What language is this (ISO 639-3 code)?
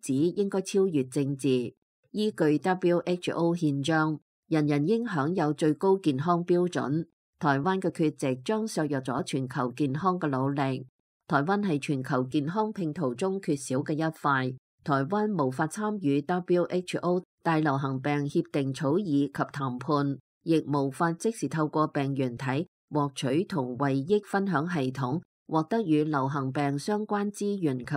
yue